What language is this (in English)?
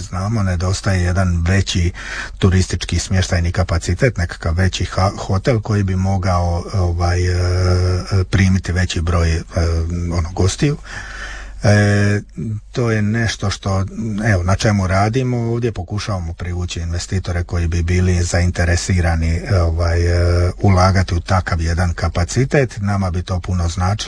Croatian